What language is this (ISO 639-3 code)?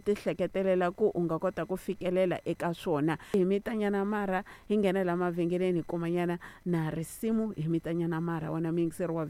tso